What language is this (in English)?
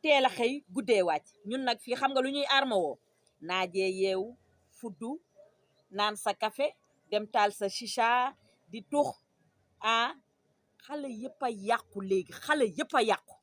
Wolof